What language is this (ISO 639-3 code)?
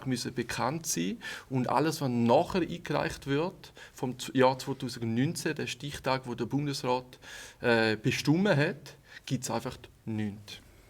gsw